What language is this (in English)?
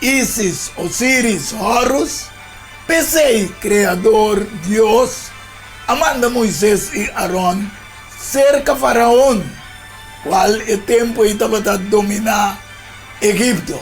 Papiamento